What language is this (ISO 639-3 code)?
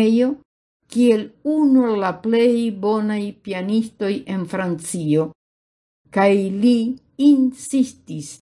epo